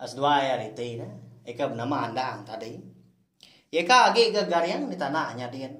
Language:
Iban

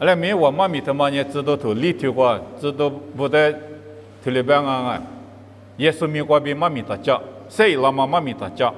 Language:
Lisu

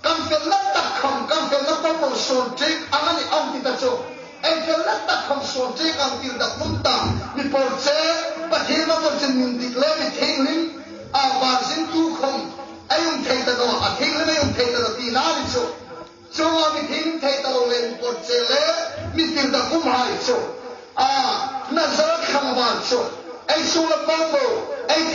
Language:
Hmar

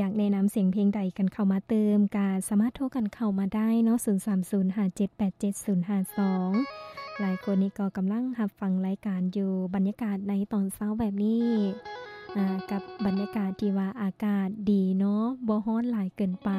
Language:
Lao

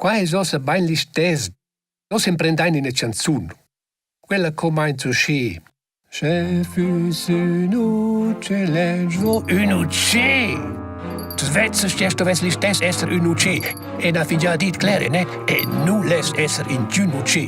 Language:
Romansh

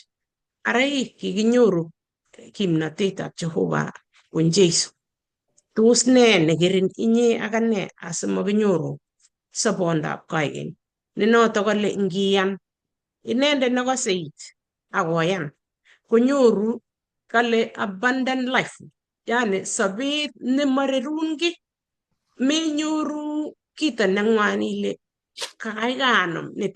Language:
Kalenjin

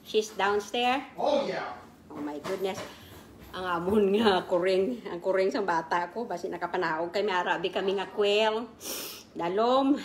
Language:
Kinaray-a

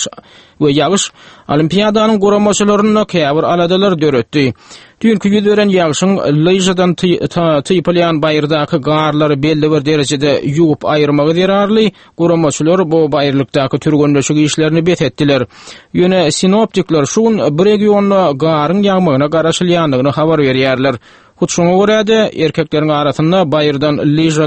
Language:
Turkmen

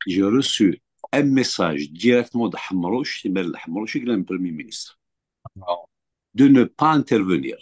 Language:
Kabyle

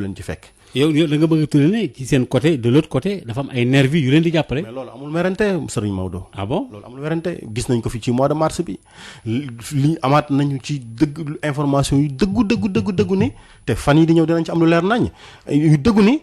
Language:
Wolof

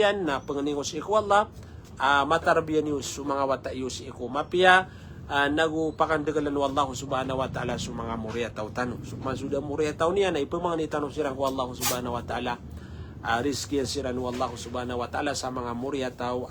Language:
Maranao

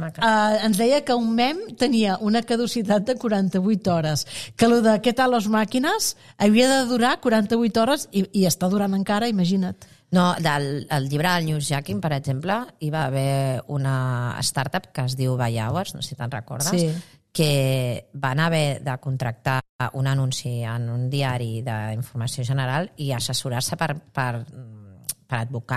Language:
Catalan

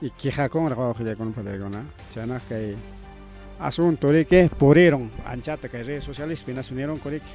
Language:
Ayacucho Quechua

